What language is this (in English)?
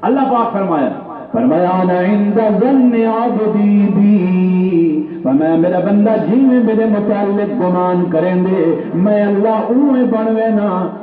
Saraiki